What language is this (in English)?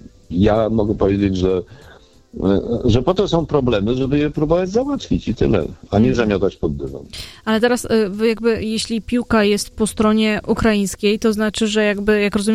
Polish